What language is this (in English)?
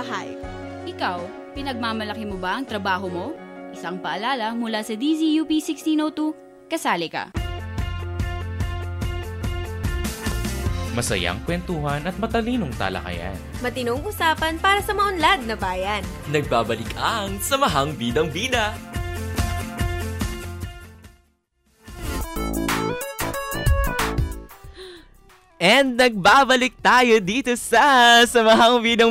Filipino